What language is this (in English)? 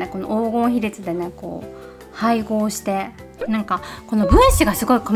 Japanese